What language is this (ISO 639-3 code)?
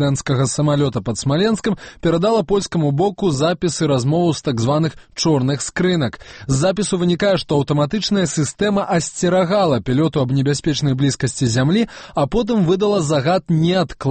bel